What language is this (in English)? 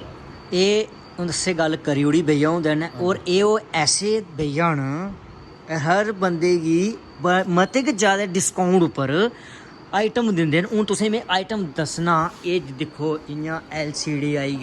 Dogri